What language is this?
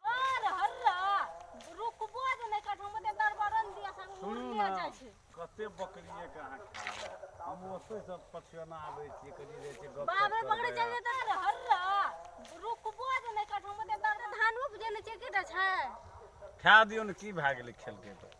Maithili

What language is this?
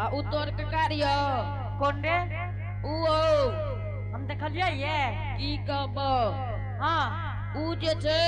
Angika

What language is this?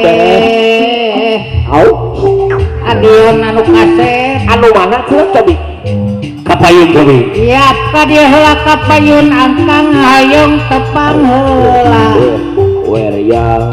Sundanese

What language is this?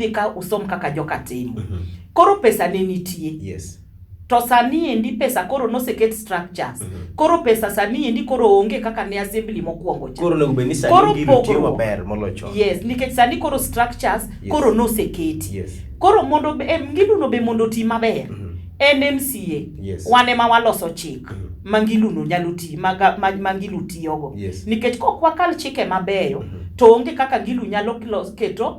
Luo (Kenya and Tanzania)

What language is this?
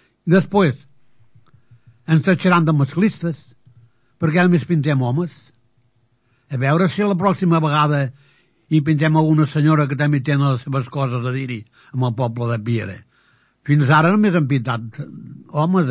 Catalan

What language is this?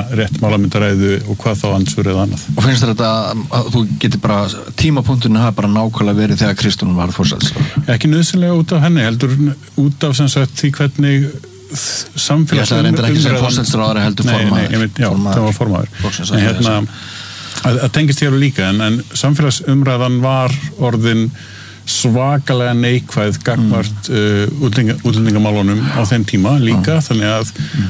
Icelandic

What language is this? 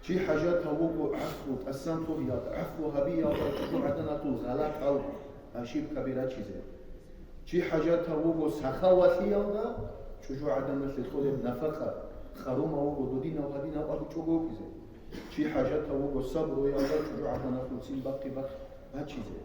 Avaric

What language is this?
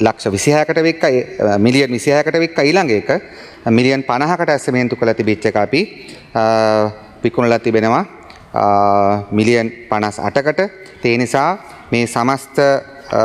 Sinhala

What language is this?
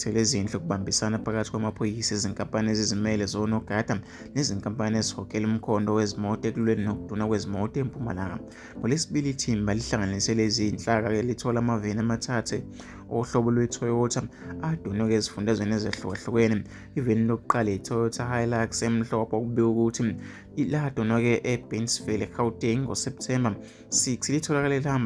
Zulu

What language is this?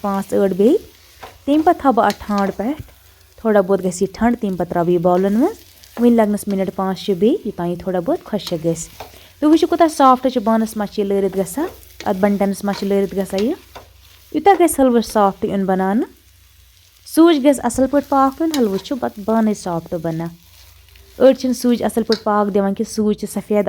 Kashmiri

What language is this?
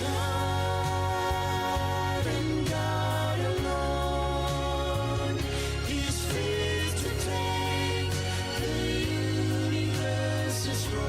Gilbertese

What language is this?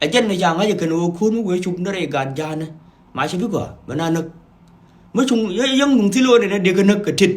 Nuer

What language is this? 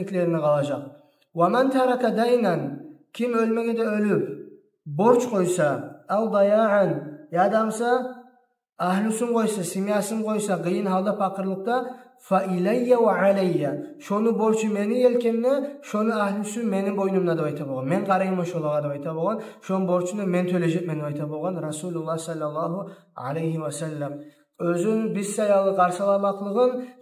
Kumyk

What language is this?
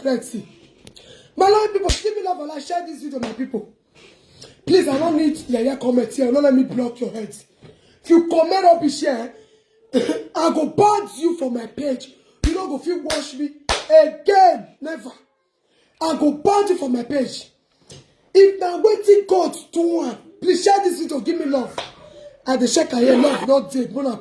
Nigerian Pidgin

